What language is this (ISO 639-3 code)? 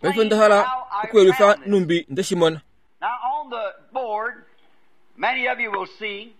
kua